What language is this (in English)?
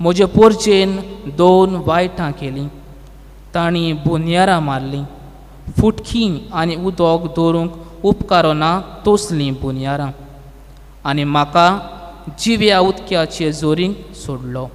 Konkani